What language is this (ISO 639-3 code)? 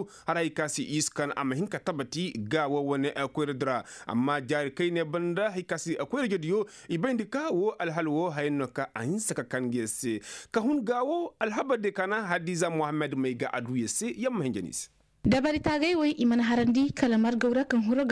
ses